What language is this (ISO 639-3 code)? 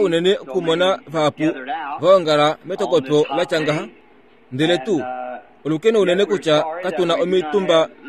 kua